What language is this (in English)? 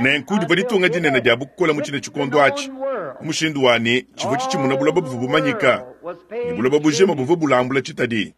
Luba-Lulua